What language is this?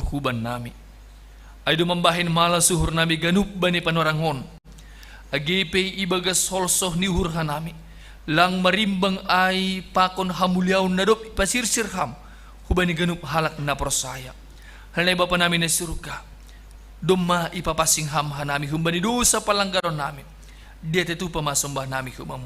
Batak Simalungun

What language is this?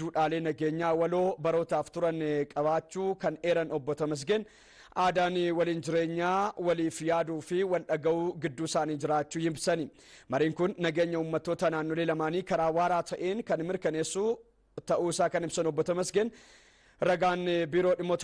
Oromo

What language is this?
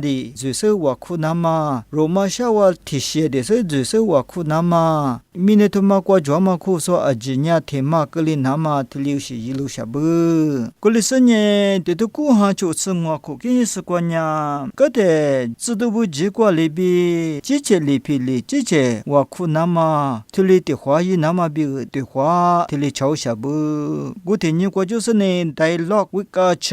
Lisu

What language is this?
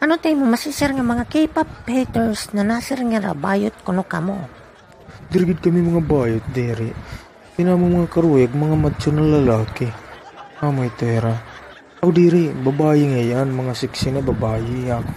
Waray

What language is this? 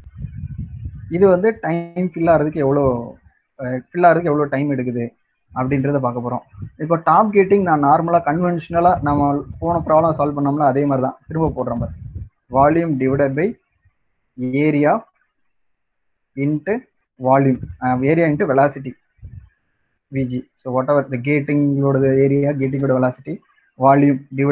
Tamil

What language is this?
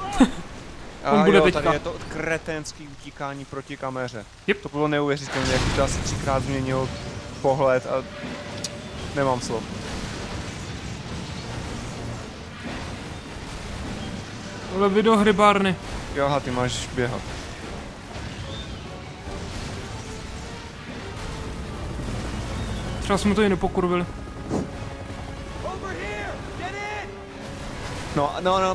Czech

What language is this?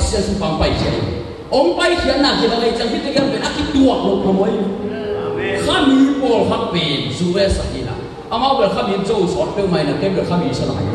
Tedim Chin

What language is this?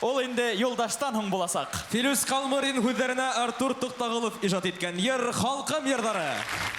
Bashkir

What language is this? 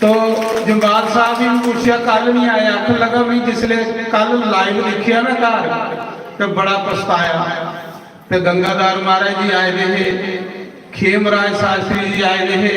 Dogri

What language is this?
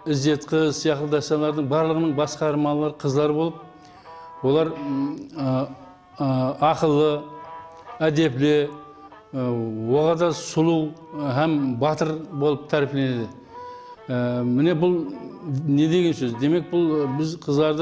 Kara-Kalpak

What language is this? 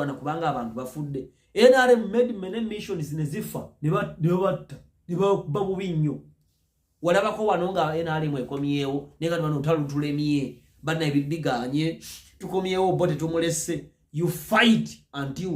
Ganda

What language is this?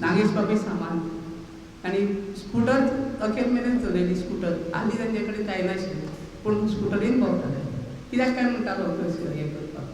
Konkani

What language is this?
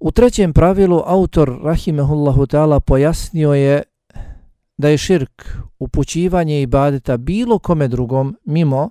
Bosnian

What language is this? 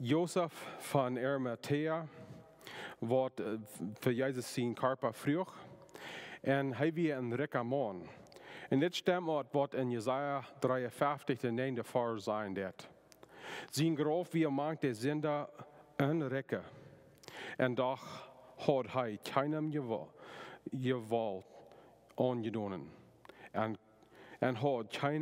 Plautdietsch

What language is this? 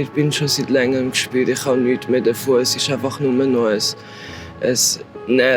Swiss German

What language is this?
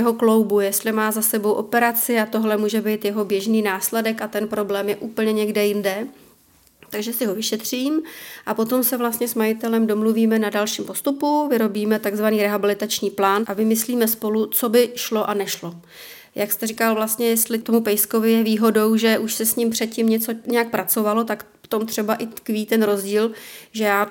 Czech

